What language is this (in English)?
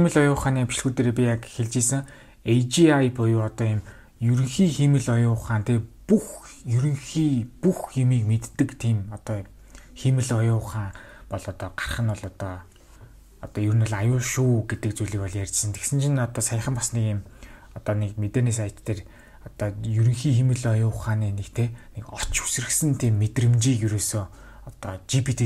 Mongolian